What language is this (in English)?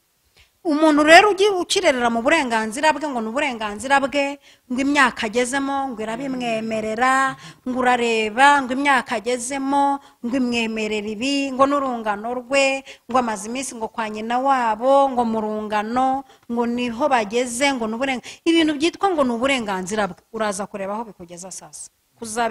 Kinyarwanda